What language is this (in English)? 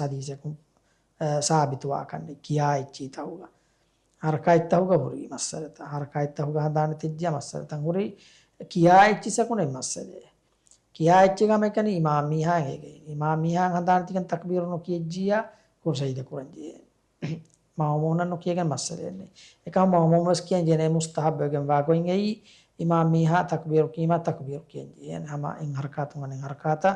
Divehi